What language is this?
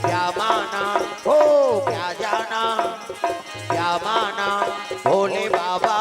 Chhattisgarhi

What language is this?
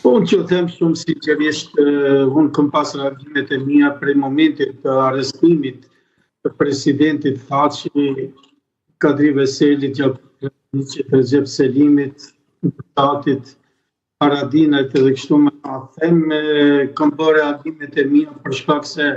Albanian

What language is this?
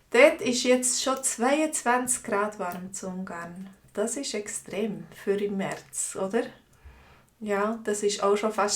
Swiss German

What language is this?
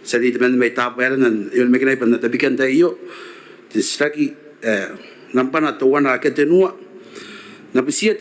Gilbertese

